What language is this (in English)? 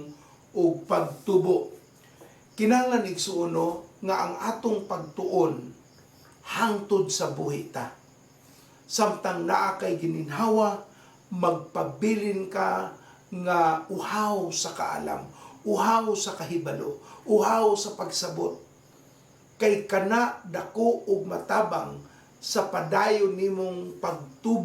Cebuano